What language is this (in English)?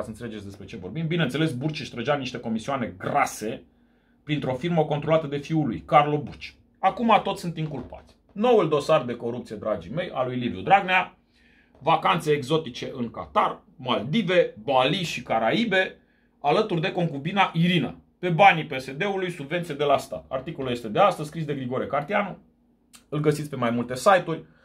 Romanian